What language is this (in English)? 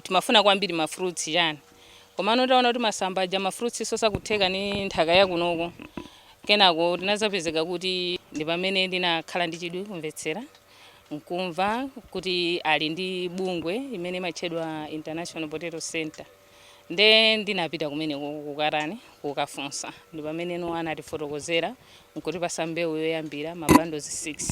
Nyanja